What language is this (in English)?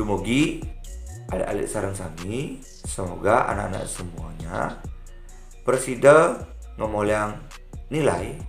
Balinese